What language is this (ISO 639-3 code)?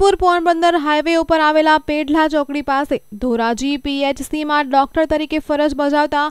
guj